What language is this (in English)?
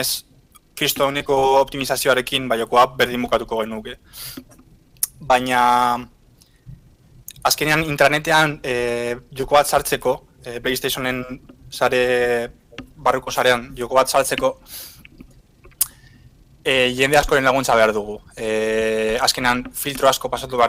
Basque